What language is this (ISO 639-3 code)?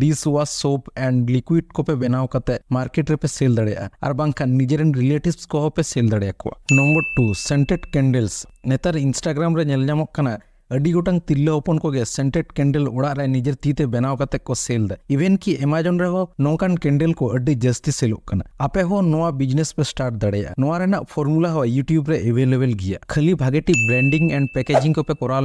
sat